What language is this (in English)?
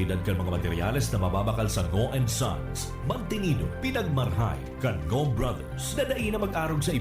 Bikol